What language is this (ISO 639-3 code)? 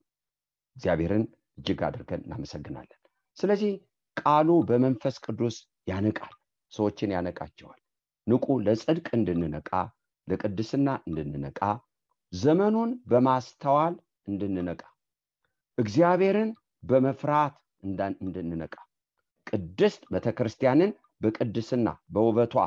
amh